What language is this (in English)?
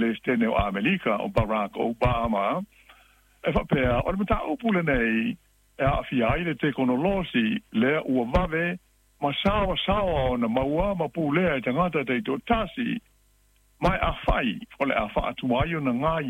Samoan